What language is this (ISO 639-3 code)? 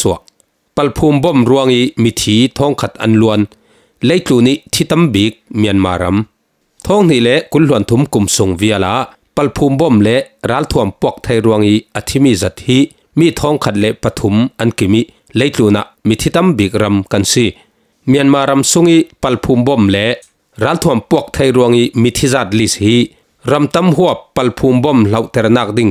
cfm